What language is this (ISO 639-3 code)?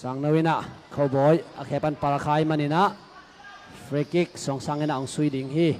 ctd